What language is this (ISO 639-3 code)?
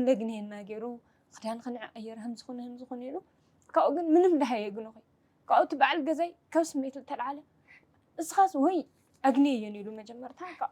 tir